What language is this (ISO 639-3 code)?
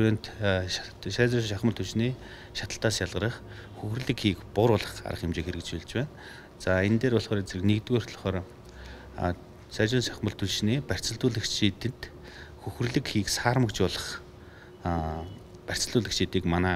mon